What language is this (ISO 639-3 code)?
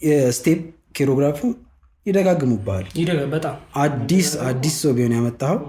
amh